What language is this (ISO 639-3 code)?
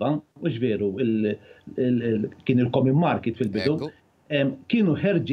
mlt